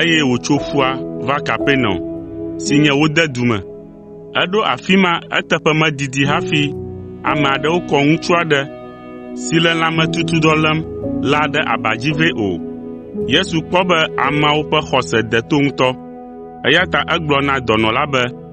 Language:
Ewe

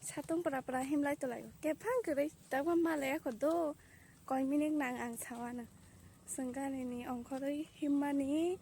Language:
Kok Borok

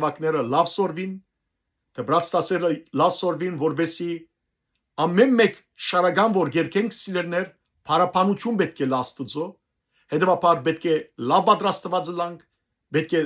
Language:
Western Armenian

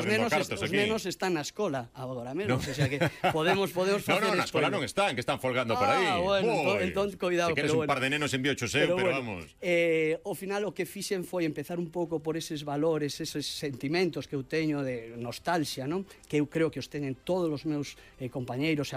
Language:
Galician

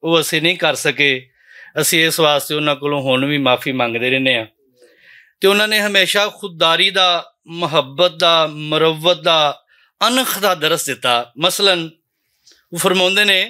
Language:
Western Panjabi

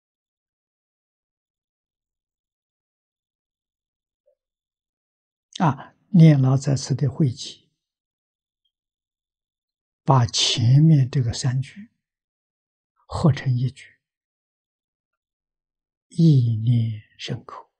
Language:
Chinese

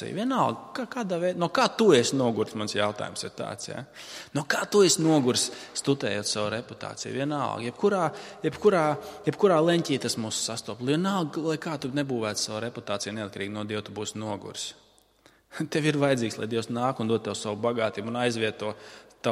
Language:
Latvian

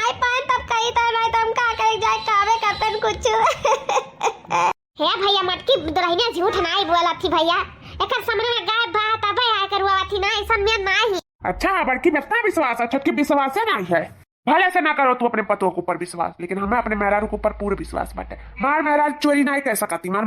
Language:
Awadhi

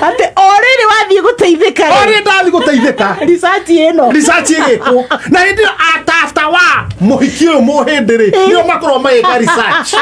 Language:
Kikuyu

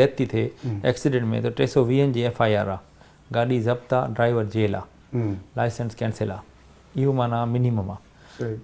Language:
Sindhi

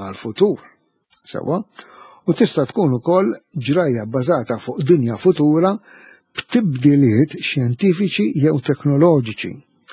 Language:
Maltese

